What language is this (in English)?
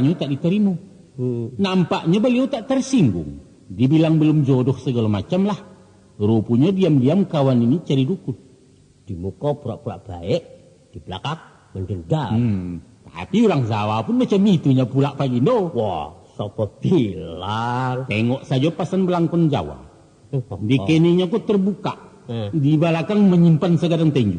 Minangkabau